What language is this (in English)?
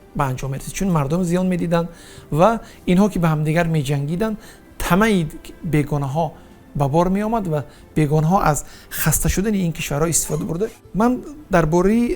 Tajik